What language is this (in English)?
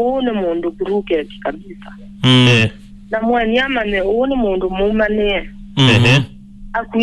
Kamba